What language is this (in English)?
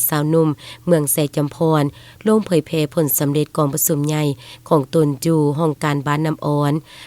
Lao